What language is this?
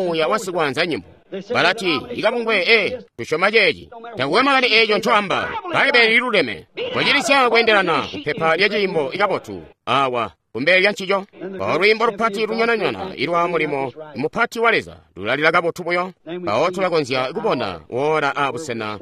Tonga (Zambia)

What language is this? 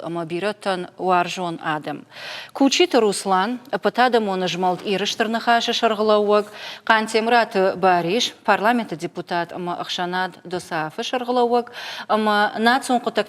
Ossetic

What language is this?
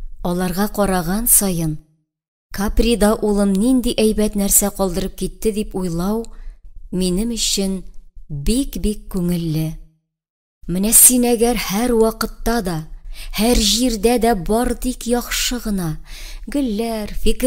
Tatar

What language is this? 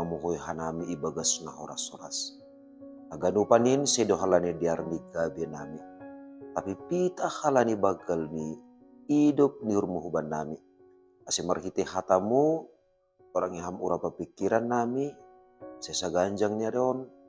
Batak Simalungun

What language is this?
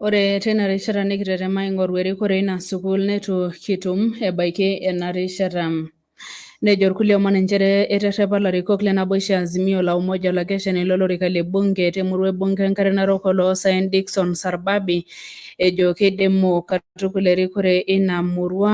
Masai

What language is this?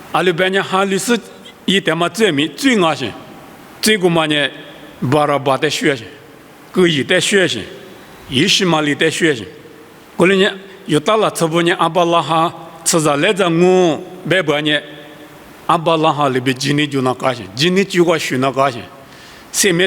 Lisu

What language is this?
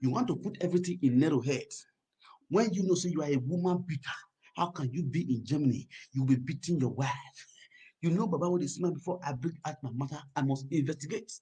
Nigerian Pidgin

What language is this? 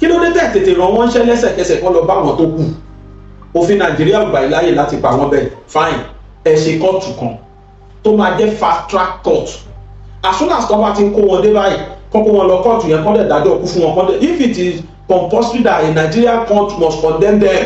Yoruba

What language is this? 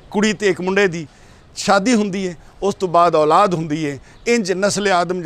Western Panjabi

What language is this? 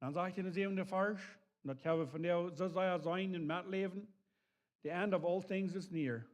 Plautdietsch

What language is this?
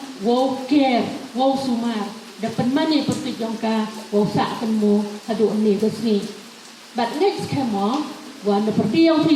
Pnar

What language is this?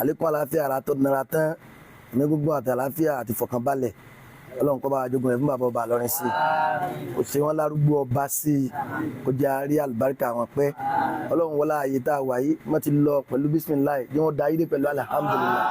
Yoruba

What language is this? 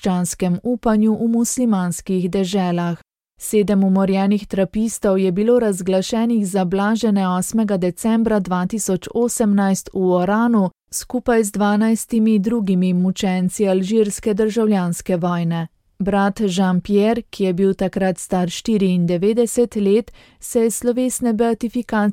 Slovenian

